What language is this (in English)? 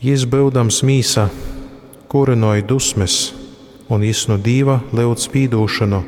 Latgalian